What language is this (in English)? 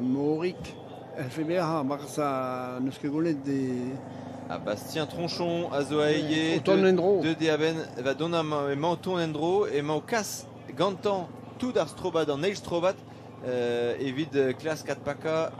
Breton